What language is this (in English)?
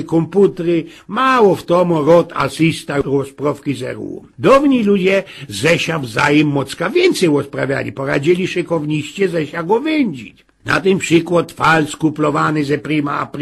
Silesian